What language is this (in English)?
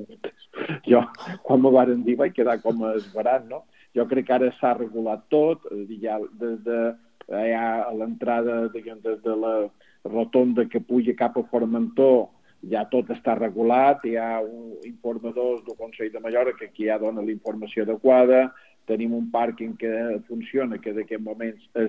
Catalan